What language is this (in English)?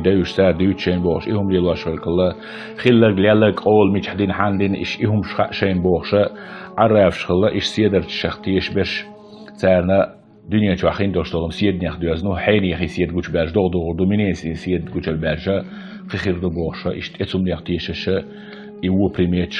Chechen